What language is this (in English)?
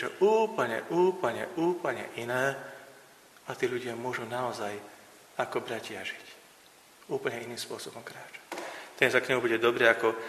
Slovak